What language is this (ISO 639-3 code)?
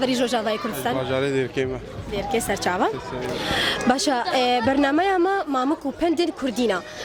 kur